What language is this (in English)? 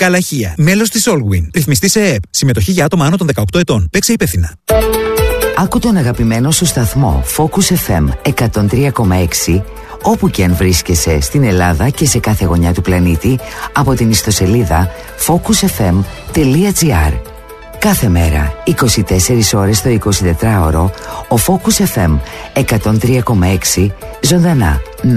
Greek